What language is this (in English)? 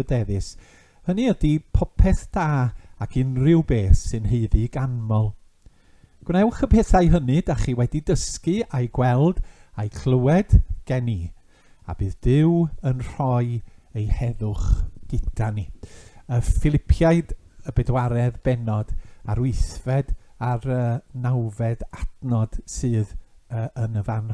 Welsh